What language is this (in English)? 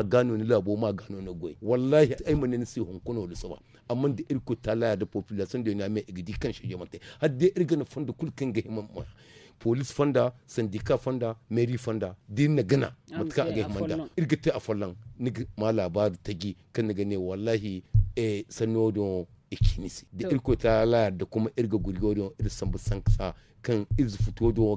Zarma